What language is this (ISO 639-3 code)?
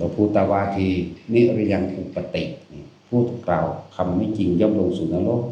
tts